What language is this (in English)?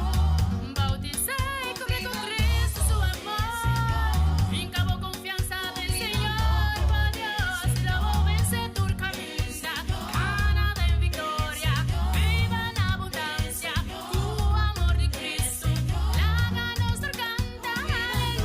Papiamento